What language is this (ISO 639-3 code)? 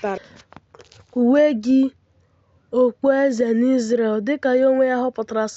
ibo